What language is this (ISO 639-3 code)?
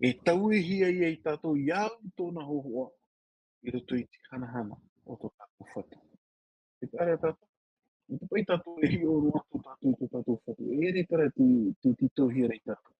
tah